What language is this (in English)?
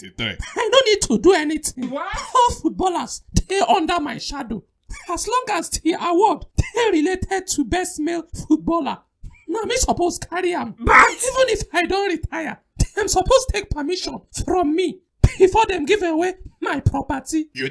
Nigerian Pidgin